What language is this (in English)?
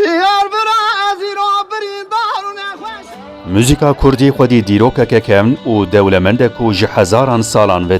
Kurdish